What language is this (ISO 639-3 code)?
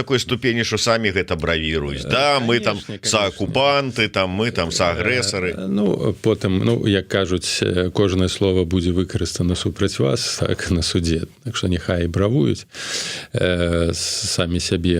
bel